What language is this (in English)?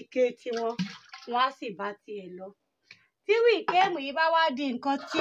Yoruba